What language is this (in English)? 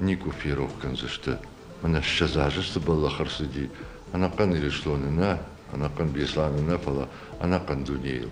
Ossetic